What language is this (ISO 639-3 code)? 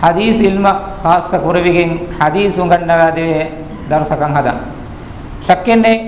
div